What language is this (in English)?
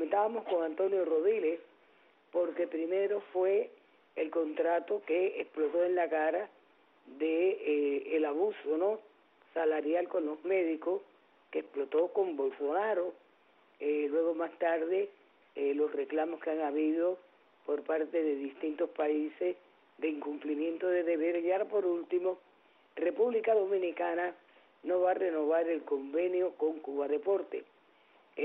Spanish